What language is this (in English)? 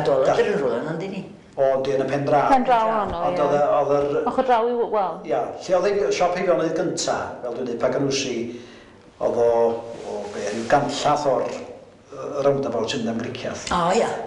Welsh